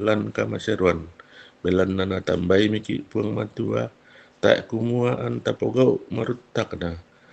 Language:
Toraja-Sa'dan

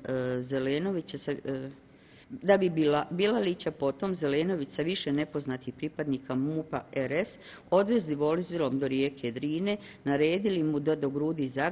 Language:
Bosnian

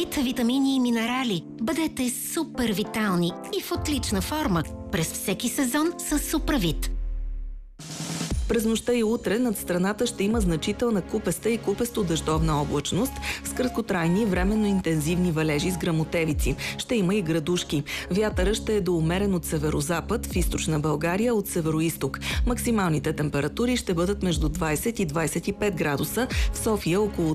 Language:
Bulgarian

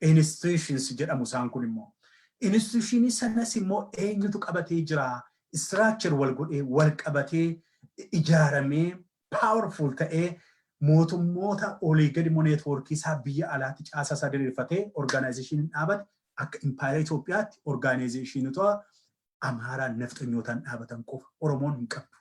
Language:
Oromo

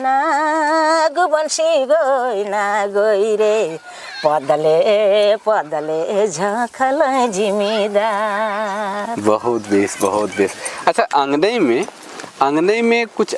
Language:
Sadri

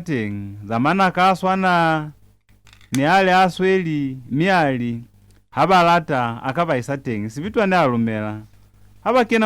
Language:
Lozi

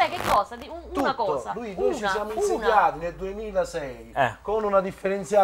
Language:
Italian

